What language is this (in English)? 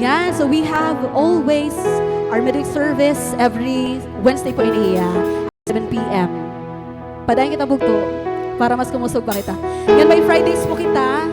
Waray